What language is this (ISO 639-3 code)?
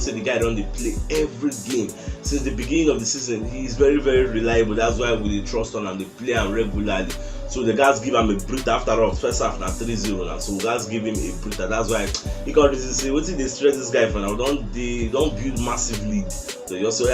pcm